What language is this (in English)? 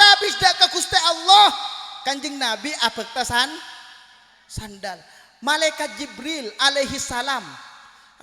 Madurese